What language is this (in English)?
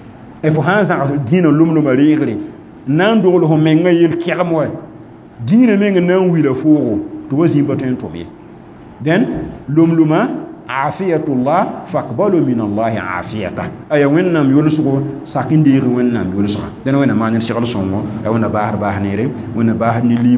Mossi